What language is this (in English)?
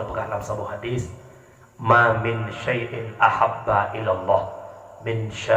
Achinese